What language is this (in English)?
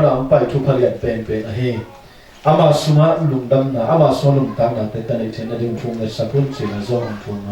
Tedim Chin